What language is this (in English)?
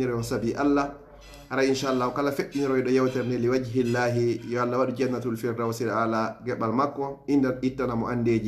Pular